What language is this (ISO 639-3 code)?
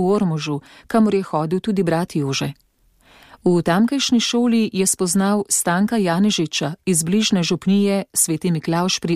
slv